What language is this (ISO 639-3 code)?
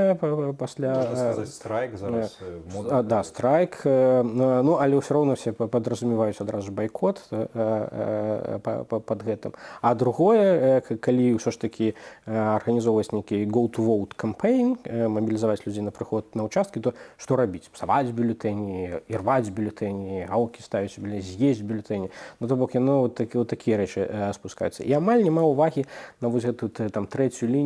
bel